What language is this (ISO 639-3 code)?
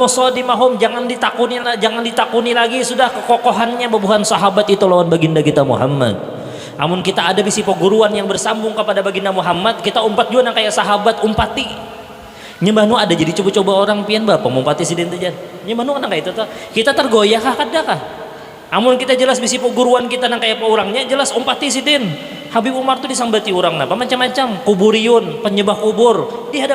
bjn